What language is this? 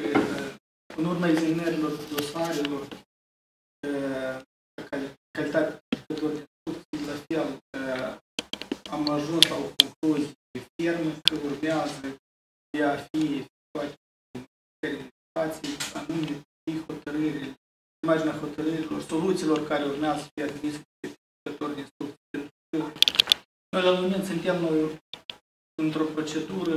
Romanian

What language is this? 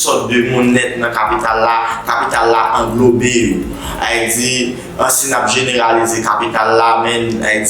Haitian Creole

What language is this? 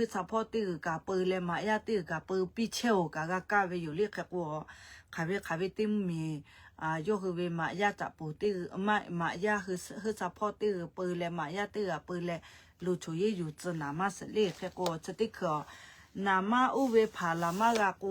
Lahu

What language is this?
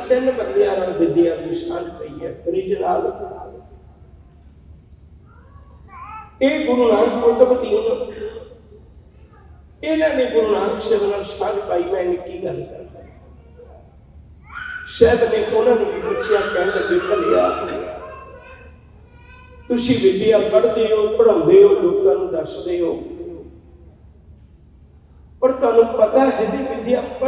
Punjabi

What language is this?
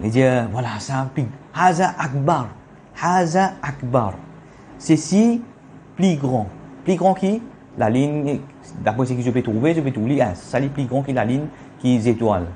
Morisyen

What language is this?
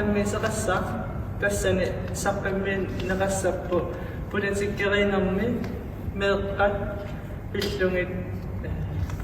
Kalaallisut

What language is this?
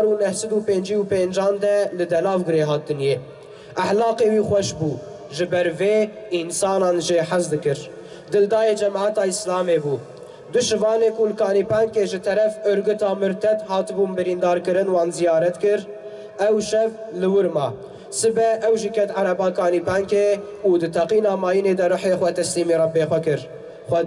Kurdish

